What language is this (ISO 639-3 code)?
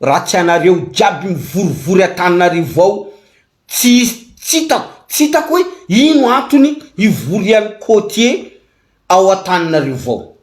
mlg